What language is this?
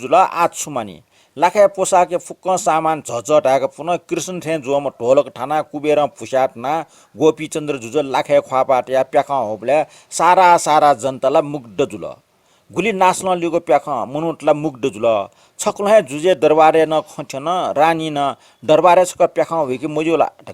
Newari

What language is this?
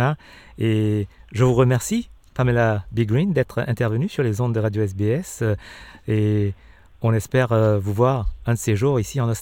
French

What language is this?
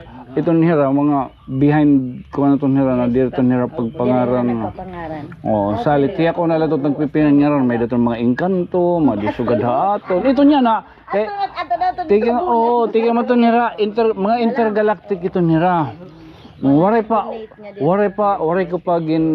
Waray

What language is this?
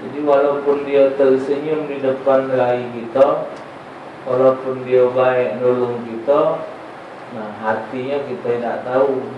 Musi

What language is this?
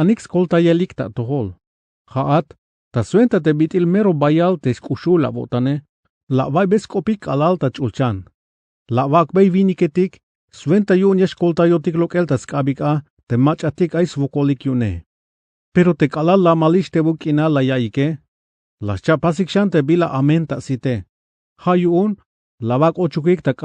Tzeltal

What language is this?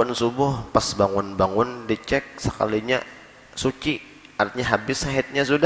Banjar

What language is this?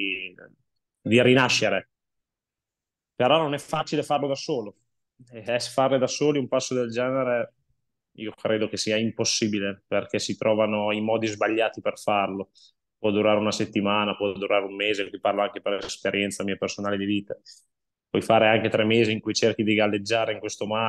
Italian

